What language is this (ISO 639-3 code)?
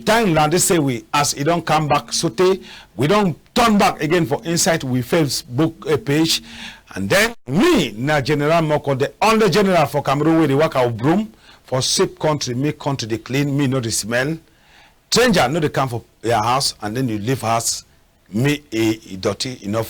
wes